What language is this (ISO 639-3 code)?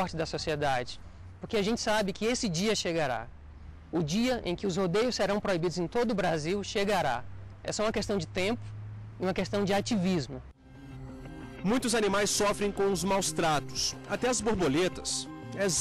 por